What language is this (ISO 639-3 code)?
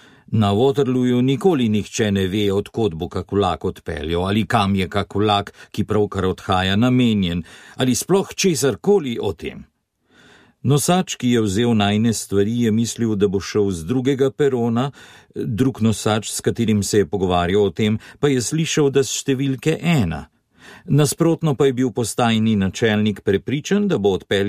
slv